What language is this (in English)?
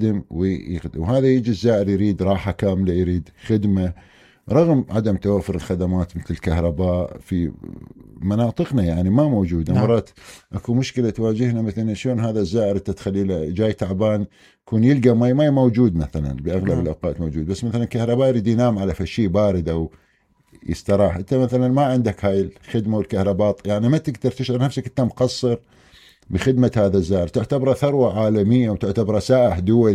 Mesopotamian Arabic